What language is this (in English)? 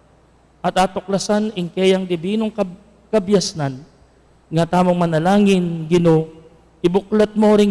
Pampanga